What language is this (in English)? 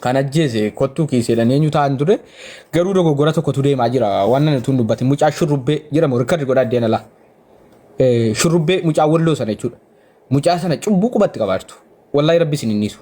Oromo